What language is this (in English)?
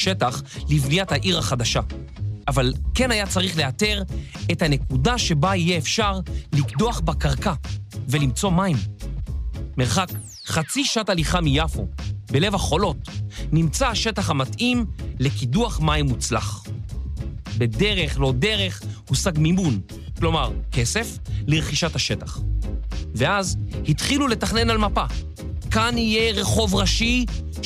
Hebrew